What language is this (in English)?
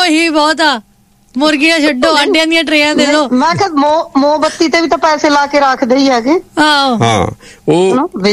Punjabi